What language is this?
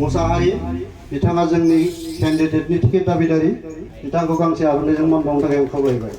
Bodo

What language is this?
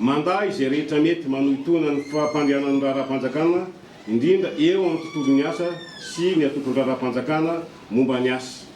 Malagasy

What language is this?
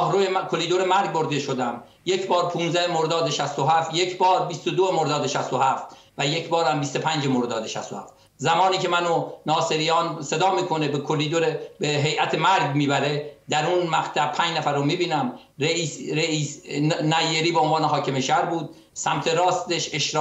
Persian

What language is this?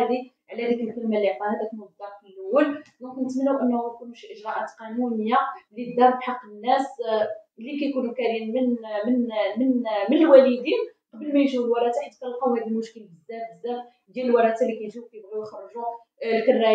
Moroccan Arabic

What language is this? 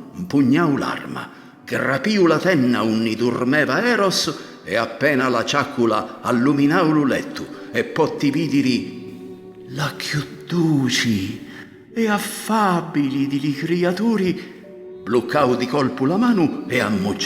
Sicilian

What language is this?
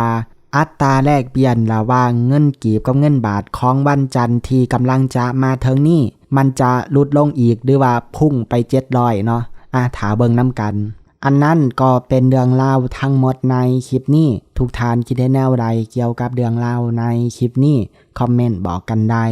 Lao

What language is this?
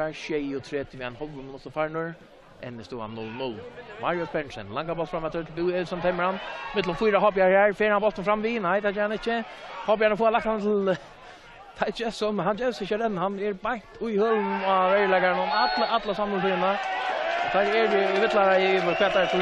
Faroese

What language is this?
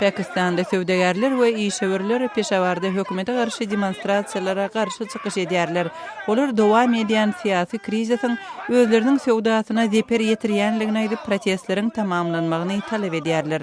Turkmen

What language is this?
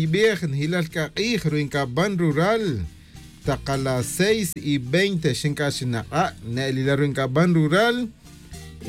Tz'utujil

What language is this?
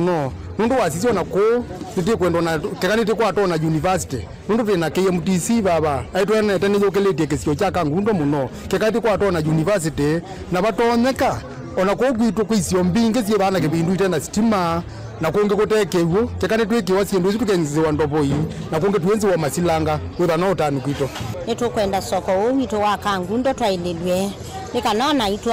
Kamba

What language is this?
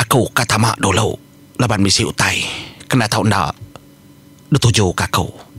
Iban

